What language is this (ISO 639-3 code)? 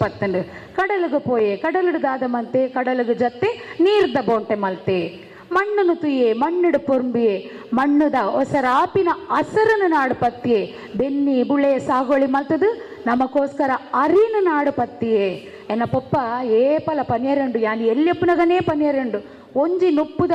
tcy